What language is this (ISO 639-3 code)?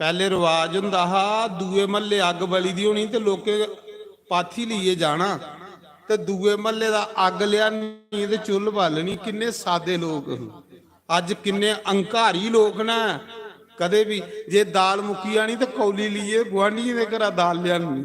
doi